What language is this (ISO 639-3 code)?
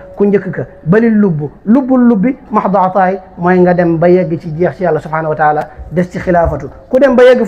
wol